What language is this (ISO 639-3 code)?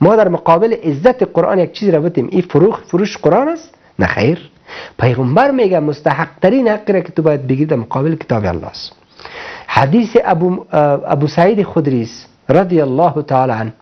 fas